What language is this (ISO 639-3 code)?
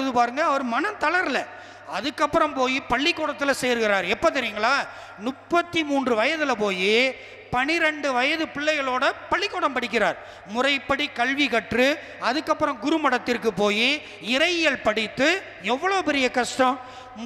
tam